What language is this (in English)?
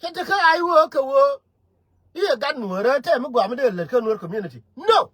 Nuer